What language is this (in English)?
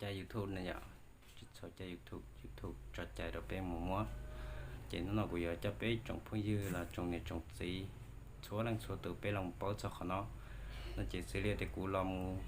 Hmong